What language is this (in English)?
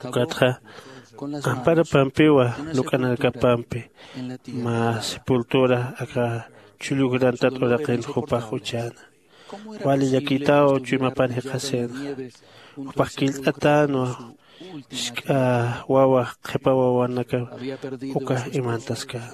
Aymara